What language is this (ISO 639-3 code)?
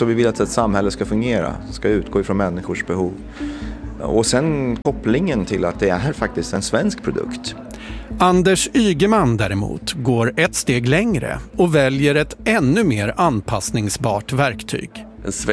swe